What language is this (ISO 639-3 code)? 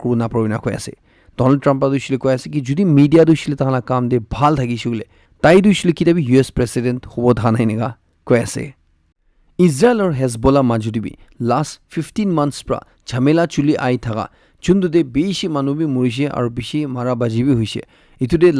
nag